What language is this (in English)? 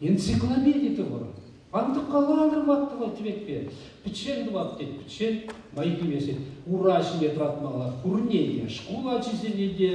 Chuvash